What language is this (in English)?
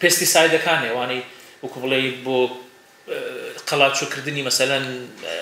Central Kurdish